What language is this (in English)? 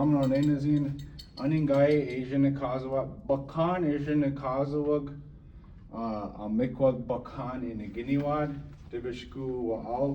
Chippewa